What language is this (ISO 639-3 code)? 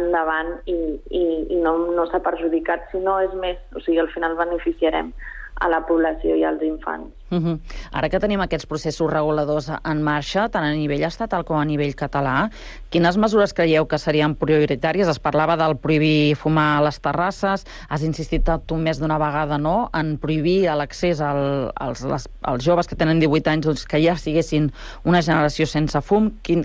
cat